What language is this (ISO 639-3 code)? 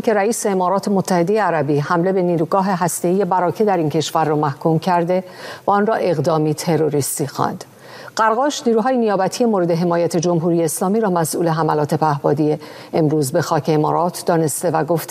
fas